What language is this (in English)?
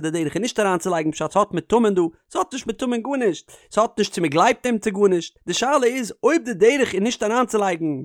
Yiddish